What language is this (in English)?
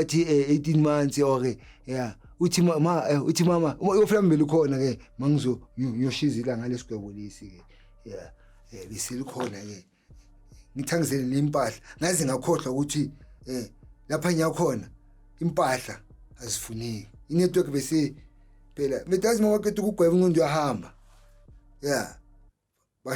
Zulu